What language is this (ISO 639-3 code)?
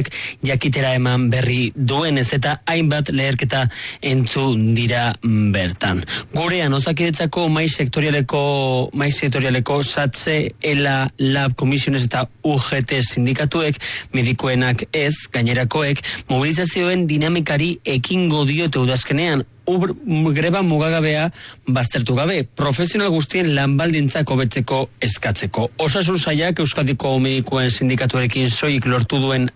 eus